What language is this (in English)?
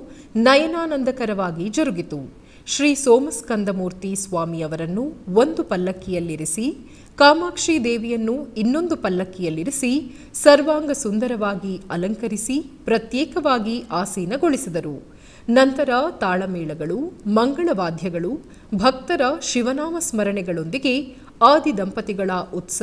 Kannada